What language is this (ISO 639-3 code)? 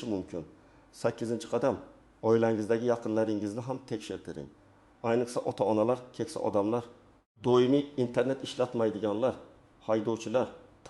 uzb